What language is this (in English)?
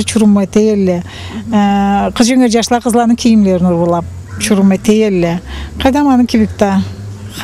Karachay-Balkar